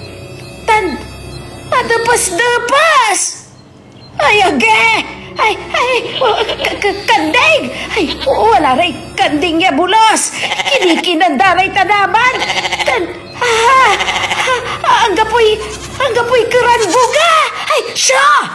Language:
Pangasinan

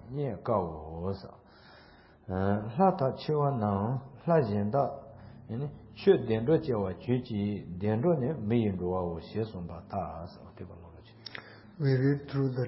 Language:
English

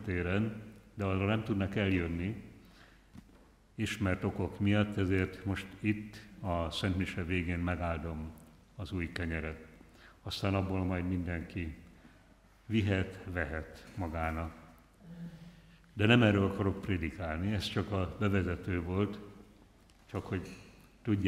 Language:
Hungarian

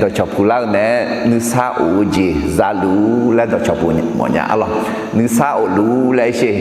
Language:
Akha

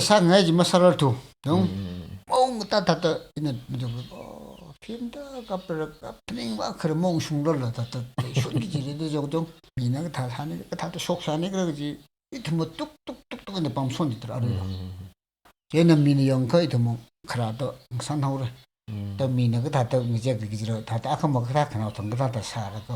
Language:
Tangkhul Naga (India)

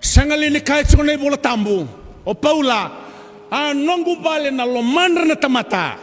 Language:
Fijian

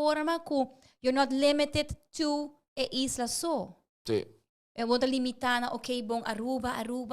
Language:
Papiamento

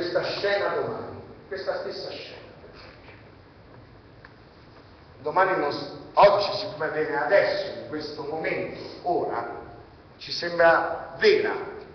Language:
Italian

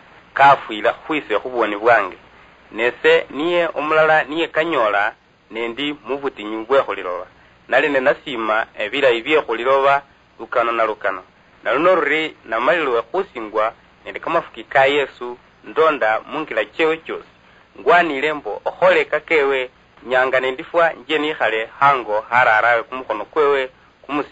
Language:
Luyia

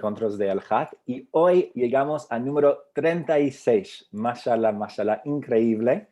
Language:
Ladino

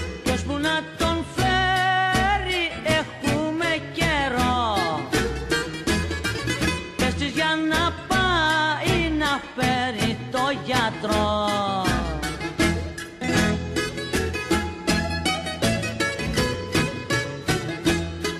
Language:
Greek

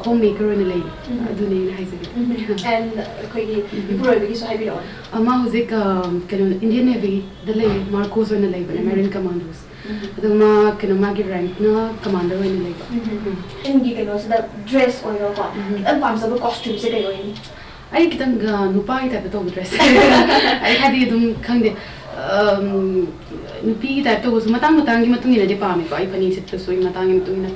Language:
Manipuri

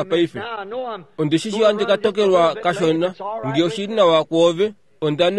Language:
Kuanyama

